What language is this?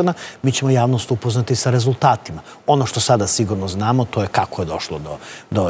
Serbian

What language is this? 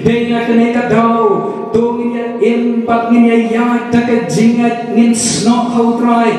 Khasi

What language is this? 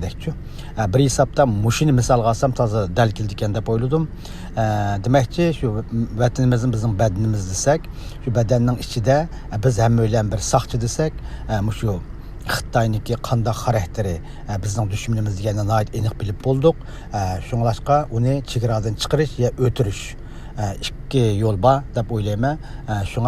Uyghur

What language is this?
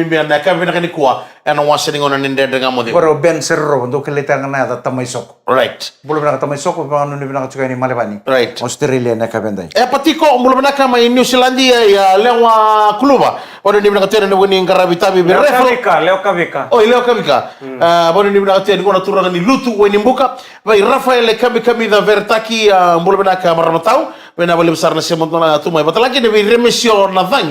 Fijian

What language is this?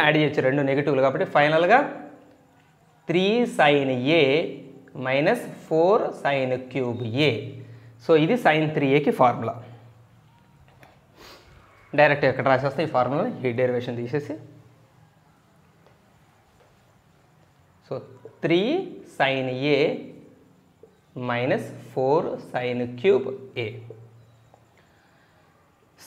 Telugu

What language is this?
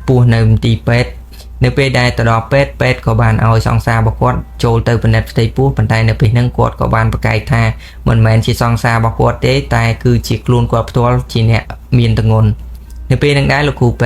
Khmer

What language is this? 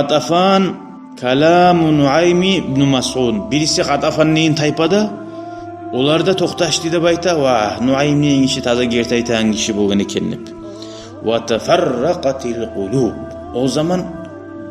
Kumyk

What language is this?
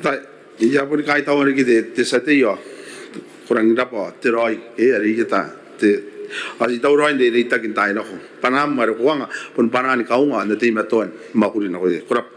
Gilbertese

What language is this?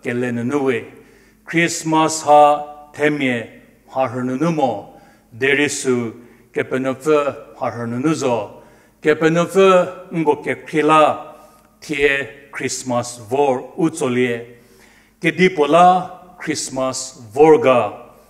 Angami Naga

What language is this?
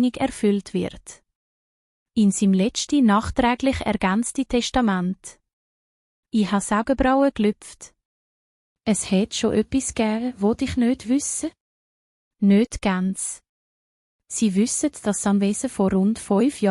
Swiss German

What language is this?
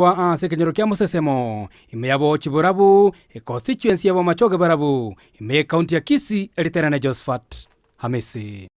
Gusii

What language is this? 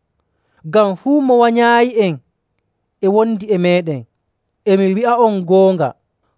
Nigerian Fulfulde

